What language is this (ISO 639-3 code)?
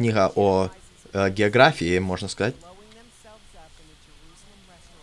rus